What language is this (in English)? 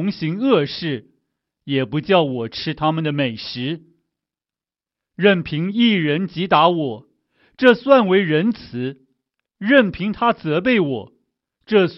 Chinese